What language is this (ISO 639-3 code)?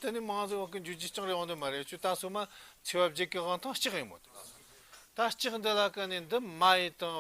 bod